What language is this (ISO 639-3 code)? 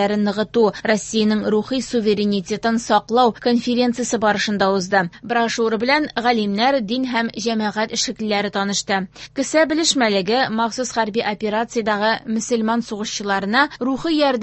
tat